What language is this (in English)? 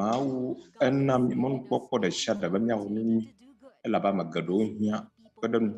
Ewe